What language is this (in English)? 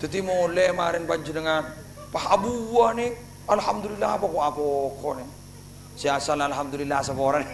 Madurese